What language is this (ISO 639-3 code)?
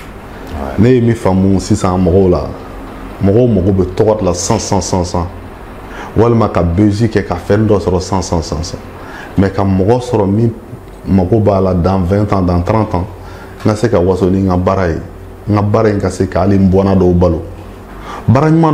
bam